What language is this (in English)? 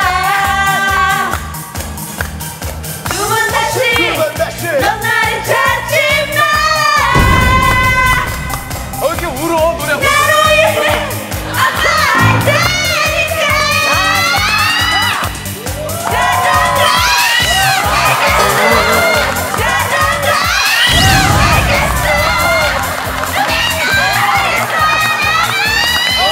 Korean